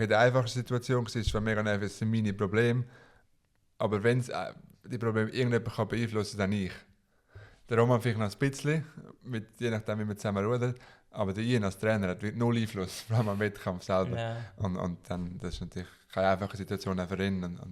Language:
Swiss German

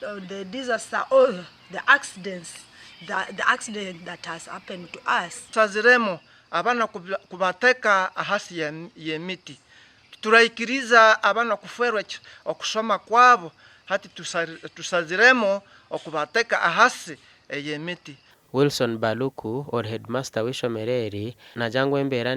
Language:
Nyankole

